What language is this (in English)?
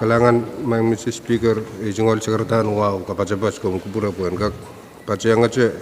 Pohnpeian